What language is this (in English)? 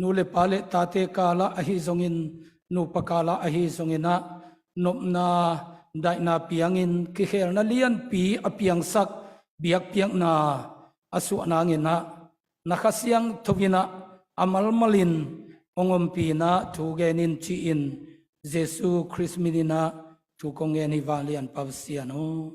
Tedim Chin